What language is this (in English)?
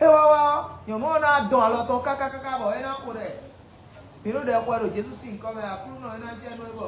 Fon